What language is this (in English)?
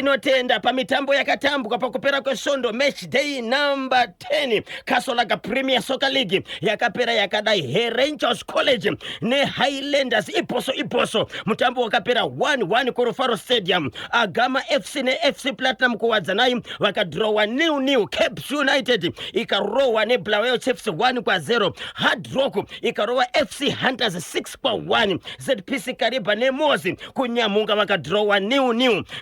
Shona